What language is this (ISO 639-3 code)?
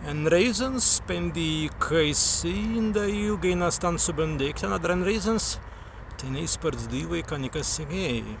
prg